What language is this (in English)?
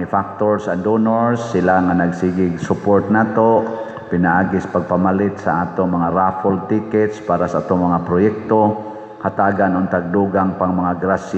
Cebuano